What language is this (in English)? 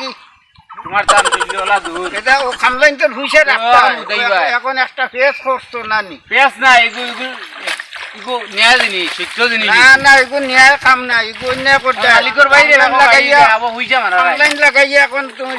Sylheti